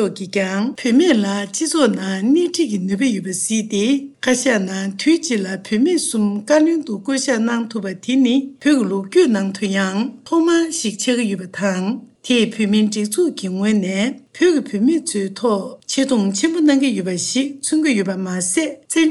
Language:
Tibetan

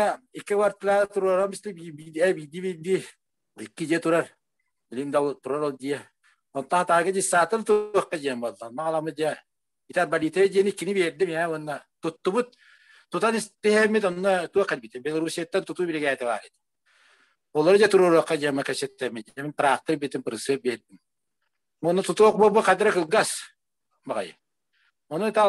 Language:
Yakut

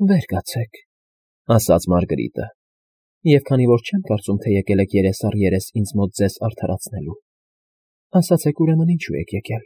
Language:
Armenian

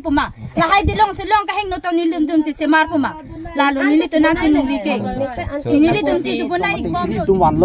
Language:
Karbi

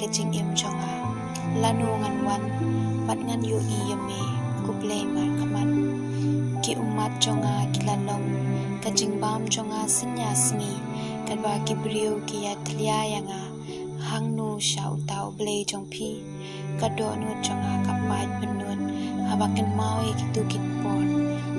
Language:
Khasi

